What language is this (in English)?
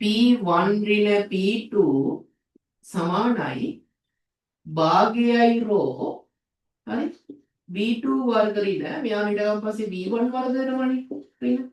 Sinhala